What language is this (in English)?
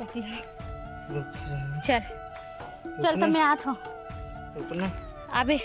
Chhattisgarhi